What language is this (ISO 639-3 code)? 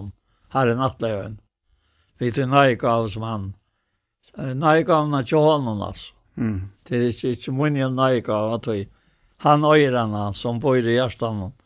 fao